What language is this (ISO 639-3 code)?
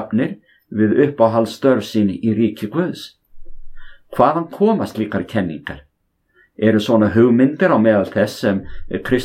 isl